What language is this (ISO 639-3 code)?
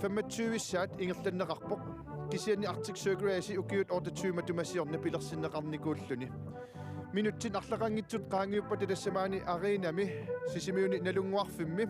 kal